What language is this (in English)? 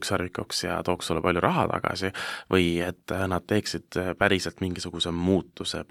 Estonian